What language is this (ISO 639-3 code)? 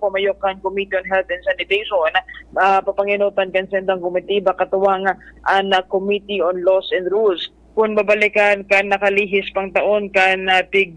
bik